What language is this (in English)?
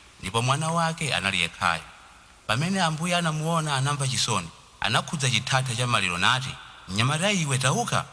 Nyanja